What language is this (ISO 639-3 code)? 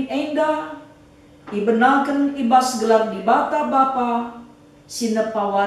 btx